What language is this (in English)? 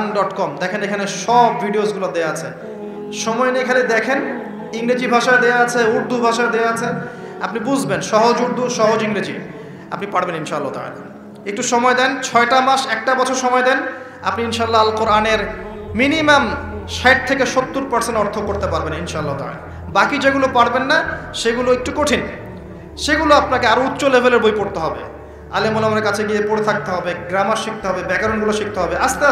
Bangla